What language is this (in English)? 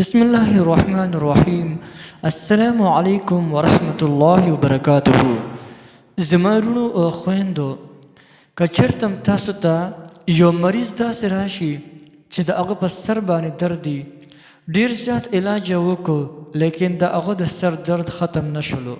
Pashto